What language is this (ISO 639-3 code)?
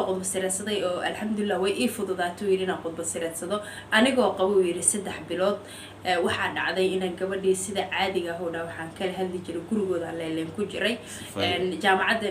som